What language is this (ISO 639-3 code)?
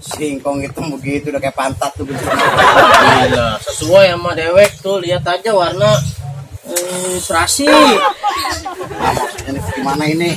bew